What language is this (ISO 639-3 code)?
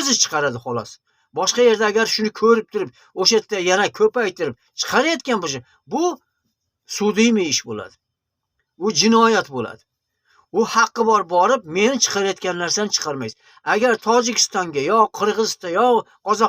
uzb